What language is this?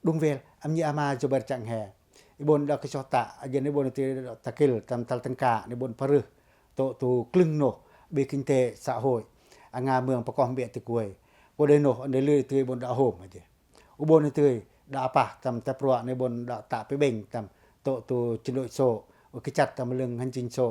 Pacoh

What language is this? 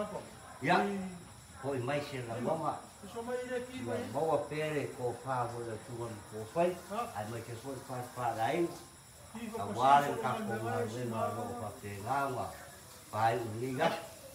Samoan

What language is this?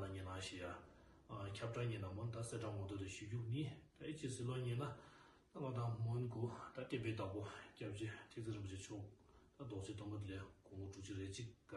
Tibetan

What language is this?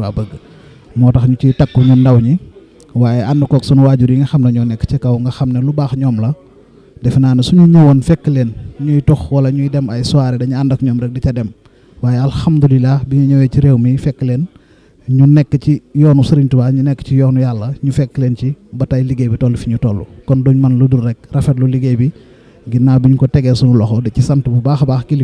Wolof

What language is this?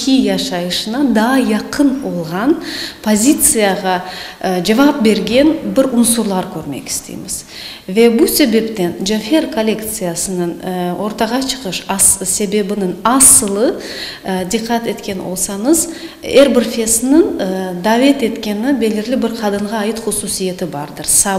Crimean Tatar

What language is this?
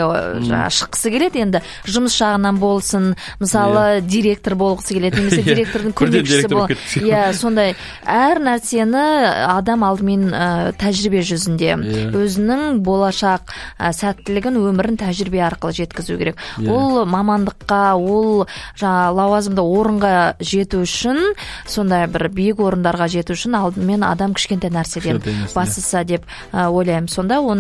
Kazakh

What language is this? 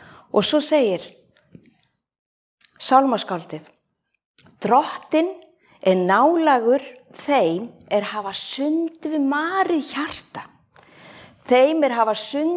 Icelandic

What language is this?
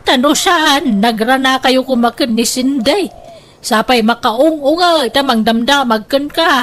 Iloko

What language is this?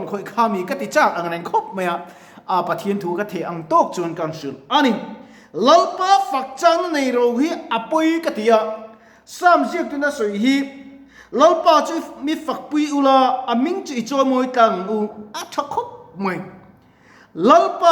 Mizo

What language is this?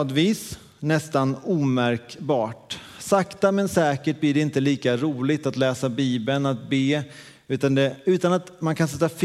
Swedish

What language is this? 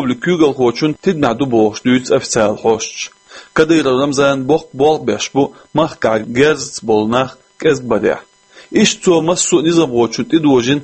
Chechen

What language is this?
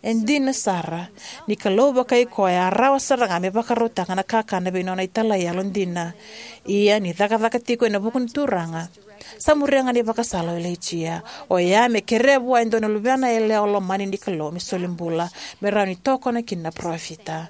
Fijian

